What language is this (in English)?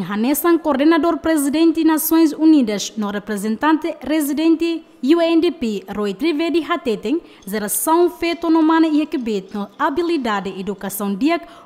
Tetum